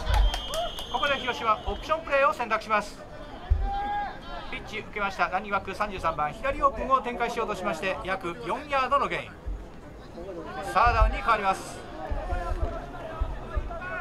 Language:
Japanese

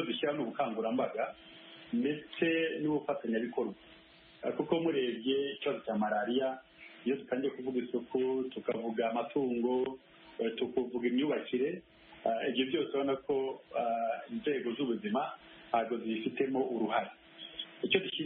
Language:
Kinyarwanda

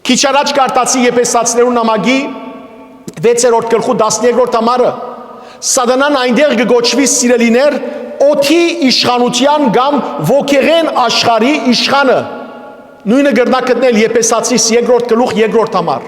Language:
Western Armenian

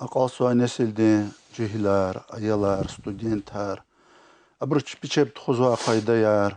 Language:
Lezghian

